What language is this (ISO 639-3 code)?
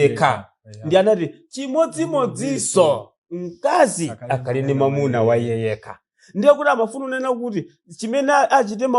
nya